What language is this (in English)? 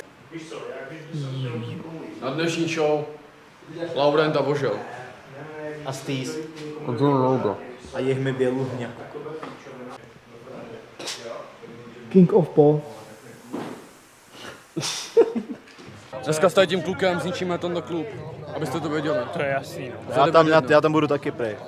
Czech